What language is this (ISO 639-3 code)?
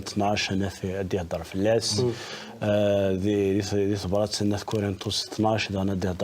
kab